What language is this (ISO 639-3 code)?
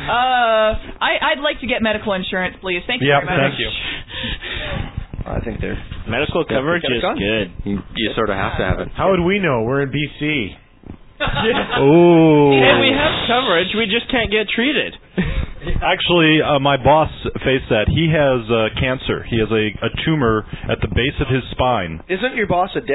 eng